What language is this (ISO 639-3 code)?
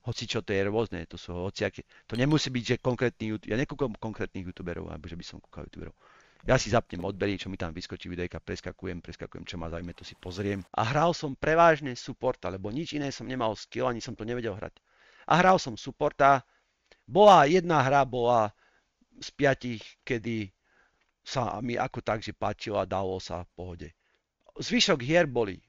slk